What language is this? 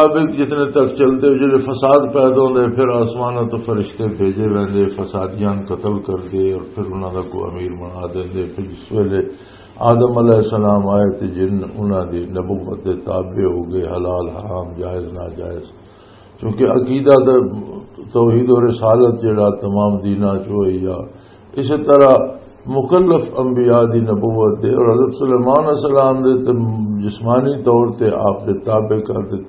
Western Panjabi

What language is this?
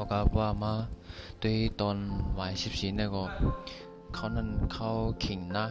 Shan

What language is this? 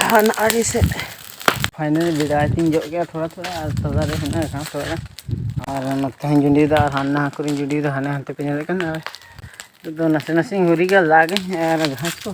Santali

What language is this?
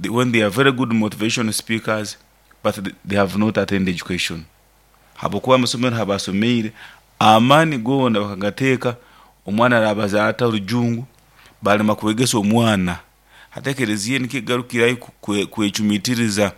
Nyoro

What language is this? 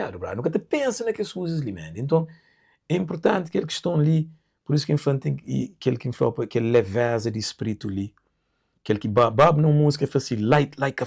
Kabuverdianu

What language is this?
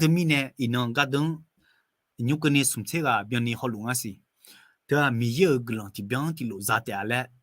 Akha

